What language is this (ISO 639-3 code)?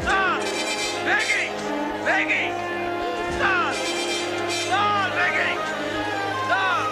kok